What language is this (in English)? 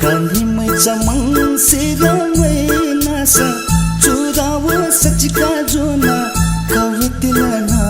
Newari